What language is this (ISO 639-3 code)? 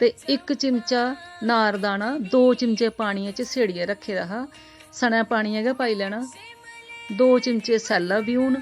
doi